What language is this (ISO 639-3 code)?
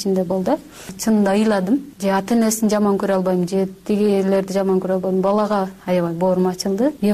kir